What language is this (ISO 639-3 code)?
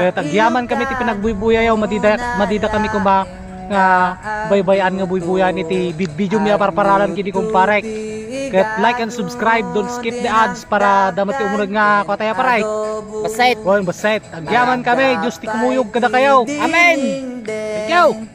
ilo